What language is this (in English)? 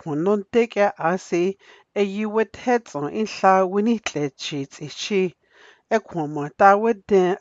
Dogrib